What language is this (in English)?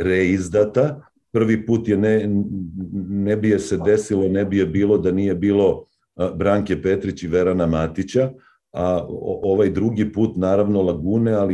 Serbian